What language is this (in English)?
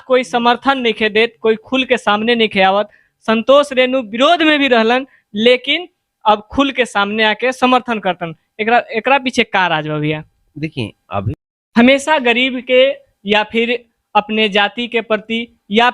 Bhojpuri